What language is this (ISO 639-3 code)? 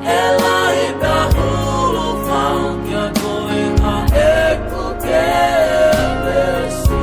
ton